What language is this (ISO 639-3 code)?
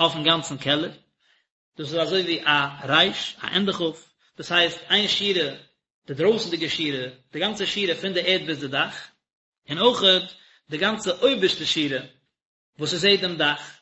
yid